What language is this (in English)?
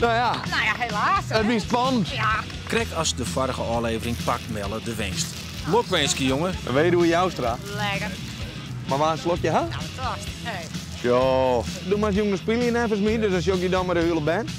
Western Frisian